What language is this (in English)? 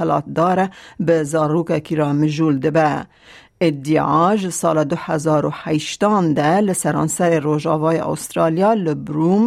Kurdish